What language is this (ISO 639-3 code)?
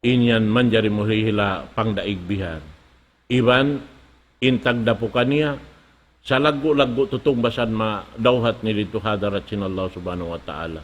tsg